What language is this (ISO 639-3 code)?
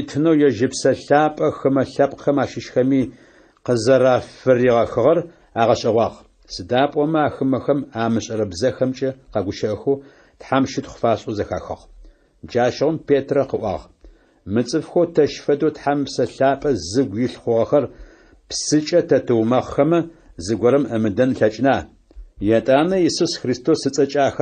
ady